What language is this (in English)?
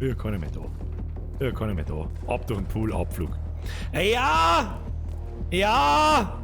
Bavarian